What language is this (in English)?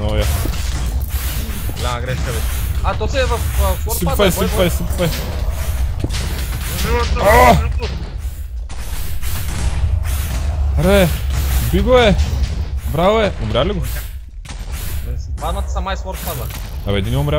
Bulgarian